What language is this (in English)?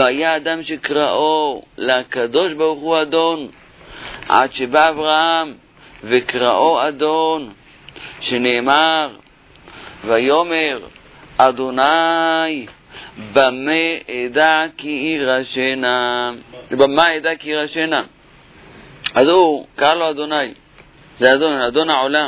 Hebrew